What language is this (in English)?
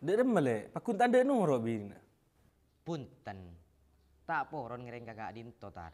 Madurese